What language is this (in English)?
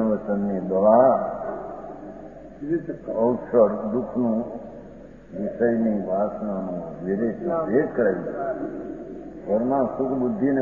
Gujarati